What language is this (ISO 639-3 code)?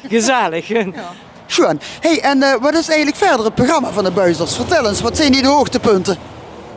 lim